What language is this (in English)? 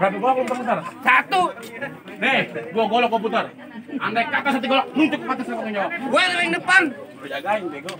Betawi